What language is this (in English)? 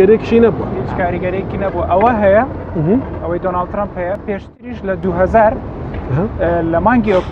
Central Kurdish